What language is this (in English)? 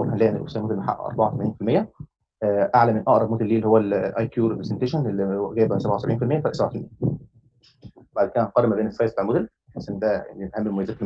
Egyptian Arabic